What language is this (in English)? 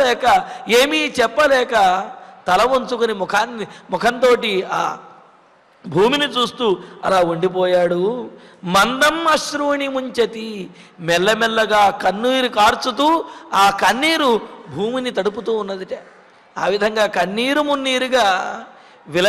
Telugu